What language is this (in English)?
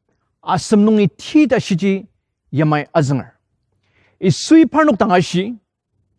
Ao Naga